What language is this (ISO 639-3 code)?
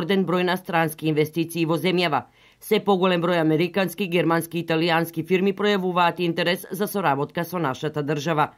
mkd